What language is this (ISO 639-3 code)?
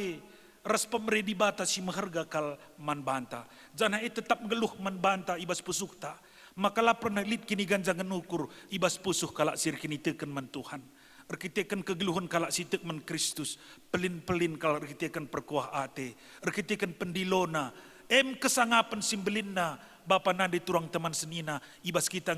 btx